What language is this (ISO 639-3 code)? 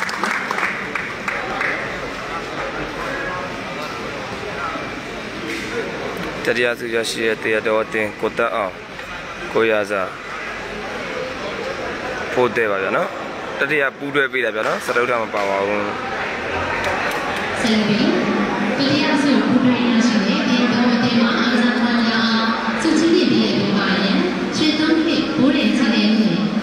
mya